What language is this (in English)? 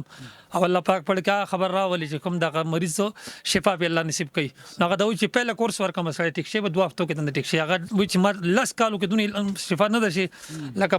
Pashto